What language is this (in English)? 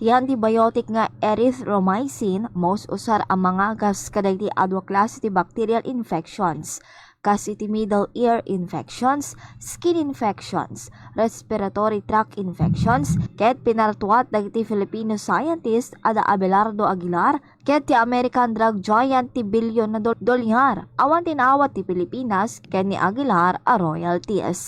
Iloko